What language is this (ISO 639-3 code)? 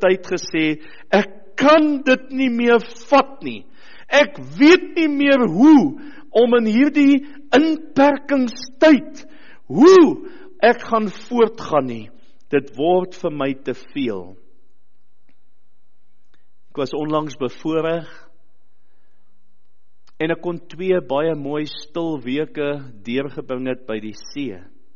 afr